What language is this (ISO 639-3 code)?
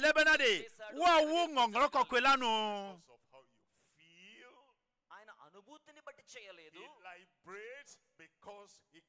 ewe